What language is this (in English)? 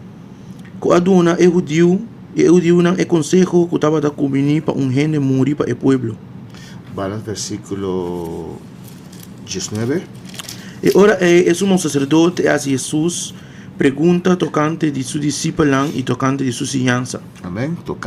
Papiamento